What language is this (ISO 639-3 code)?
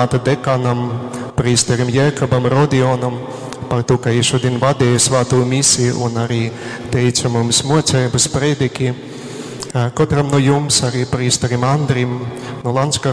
ltg